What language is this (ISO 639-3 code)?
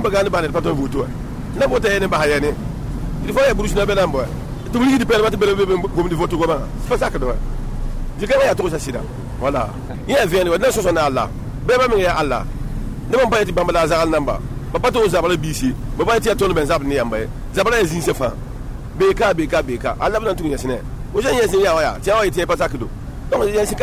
mos